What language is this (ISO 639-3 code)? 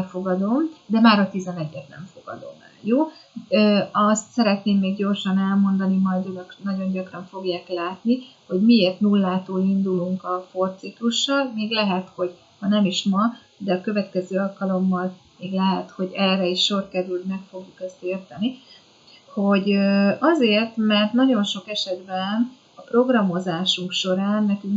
hun